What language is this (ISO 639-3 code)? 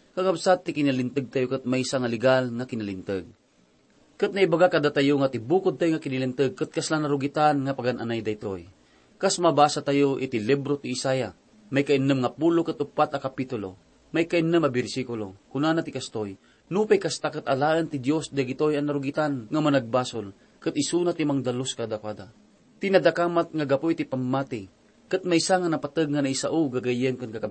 ilo